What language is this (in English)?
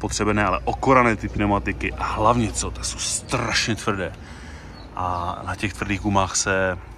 Czech